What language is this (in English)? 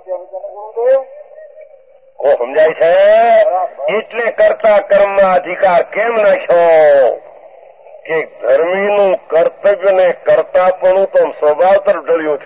Gujarati